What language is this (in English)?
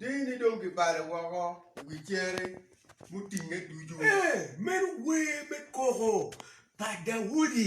Acoli